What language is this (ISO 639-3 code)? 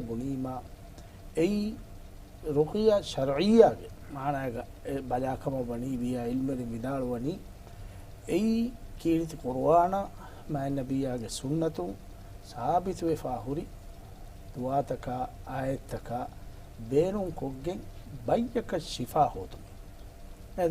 div